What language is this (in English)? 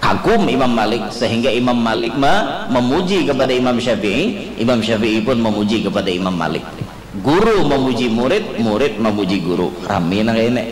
Banjar